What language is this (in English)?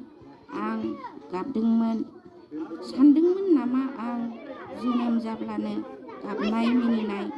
Bodo